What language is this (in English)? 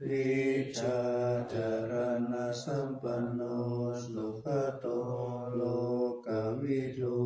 Pali